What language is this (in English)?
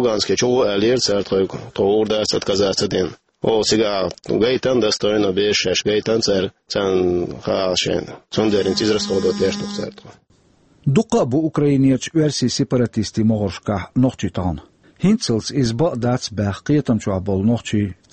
Chechen